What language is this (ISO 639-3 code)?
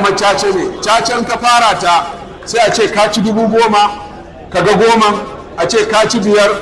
hau